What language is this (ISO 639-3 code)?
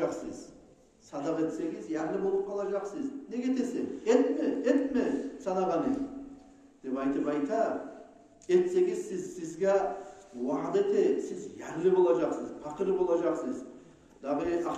kum